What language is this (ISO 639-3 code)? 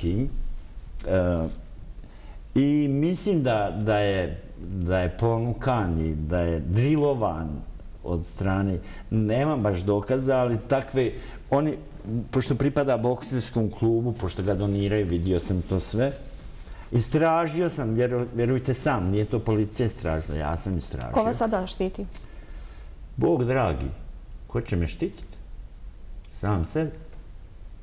bos